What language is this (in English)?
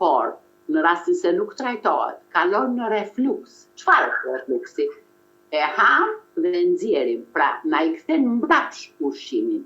Albanian